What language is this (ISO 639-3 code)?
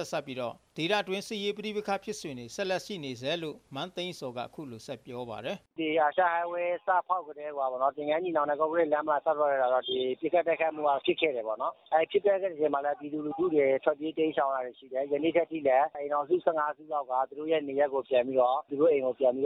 mya